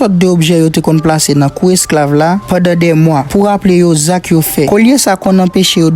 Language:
Haitian Creole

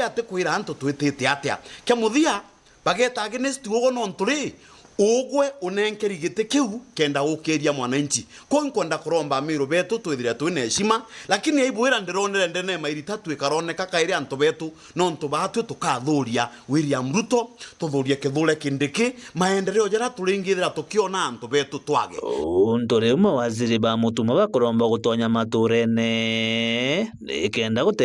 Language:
Meru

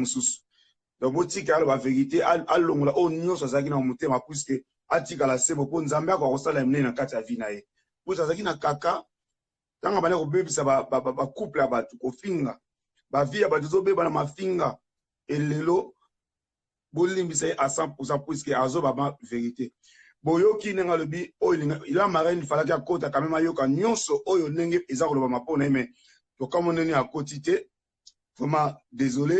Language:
Lingala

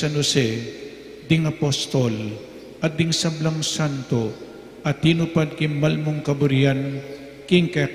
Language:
Pampanga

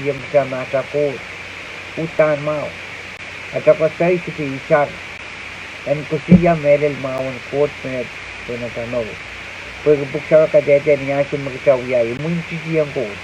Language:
Pohnpeian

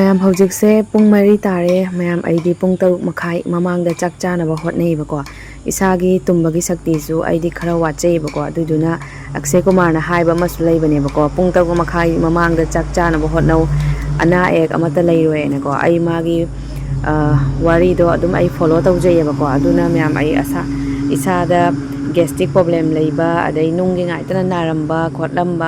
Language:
Manipuri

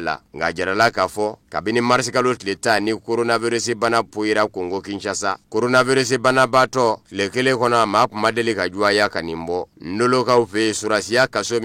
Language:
Bambara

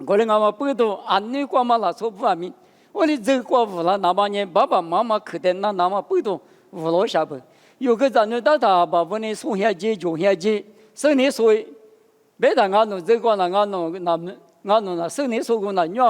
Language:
Lisu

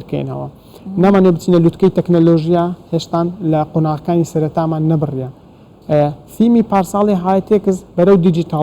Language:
Central Kurdish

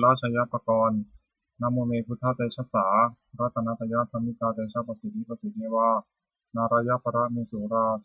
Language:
Pali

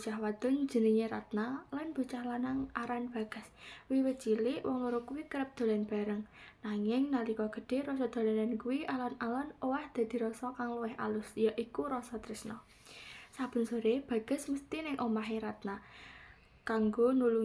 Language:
Javanese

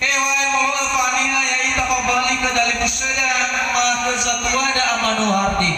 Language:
Nias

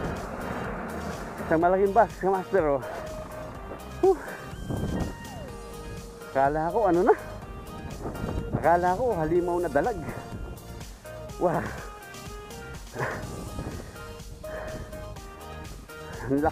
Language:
Filipino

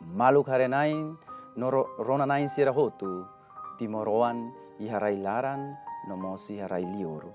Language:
Tetum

